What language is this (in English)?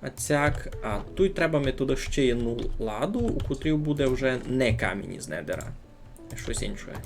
Rusyn